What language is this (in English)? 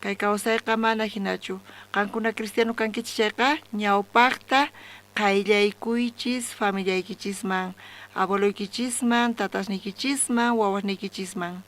South Bolivian Quechua